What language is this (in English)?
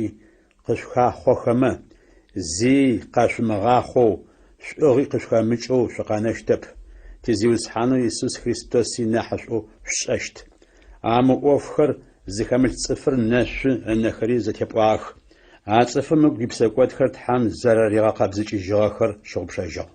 Adyghe